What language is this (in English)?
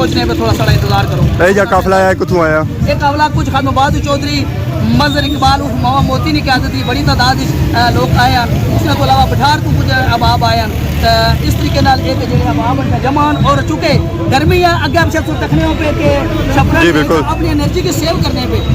Pahari-Potwari